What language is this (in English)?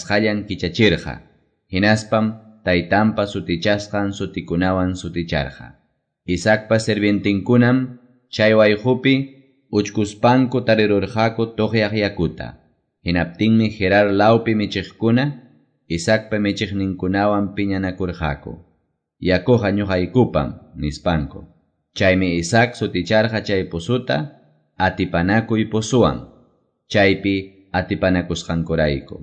Quechua